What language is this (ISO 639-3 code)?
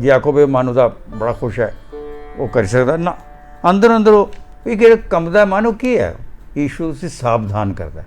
doi